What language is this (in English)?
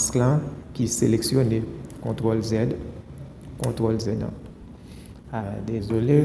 Haitian Creole